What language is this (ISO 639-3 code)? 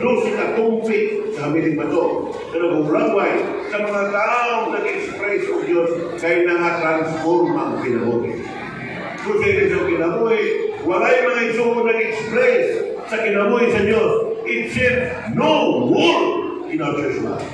ceb